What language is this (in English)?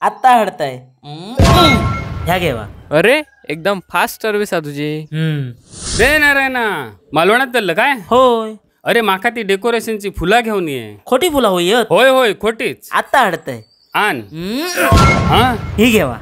Konkani